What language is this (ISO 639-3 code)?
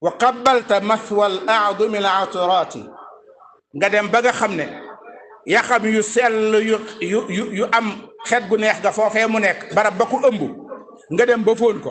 wol